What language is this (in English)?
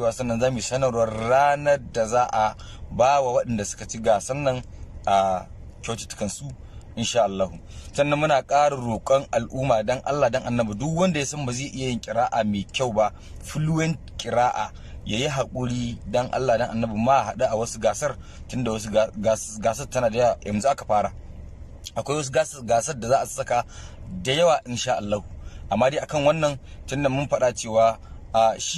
Hausa